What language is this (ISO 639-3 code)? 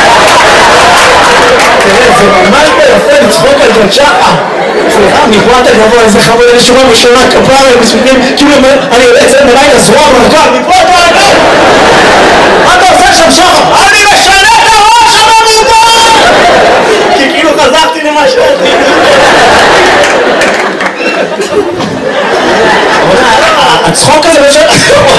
heb